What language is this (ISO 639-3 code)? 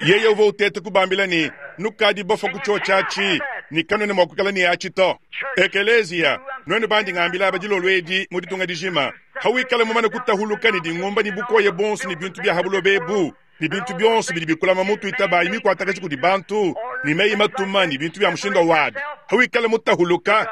lua